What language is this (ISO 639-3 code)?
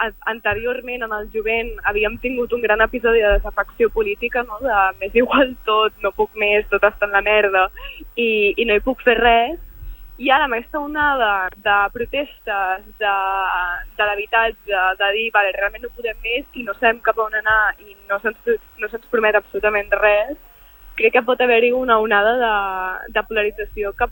cat